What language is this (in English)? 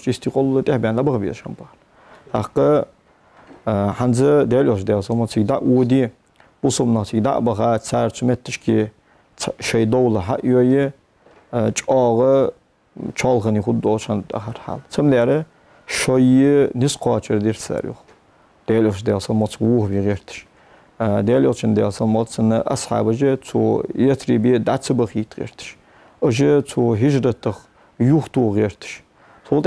Ingush